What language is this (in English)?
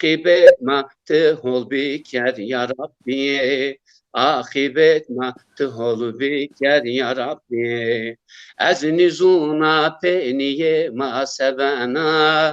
Zaza